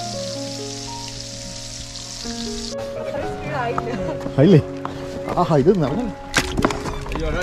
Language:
Malayalam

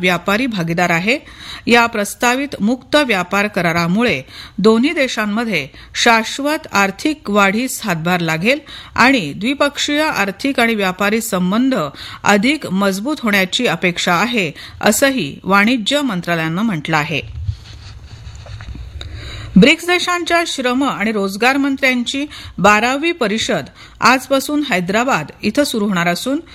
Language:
Marathi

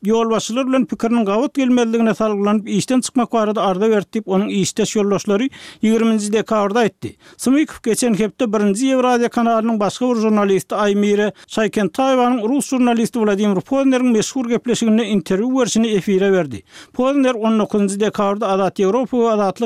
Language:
Turkmen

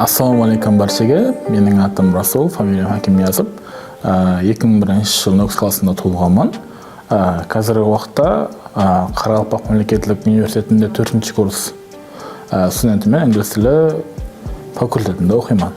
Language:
Kara-Kalpak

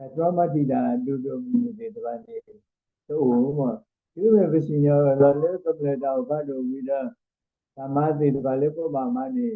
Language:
S'gaw Karen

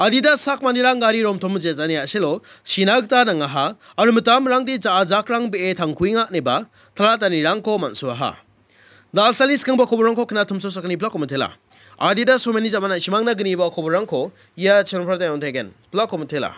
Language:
Garo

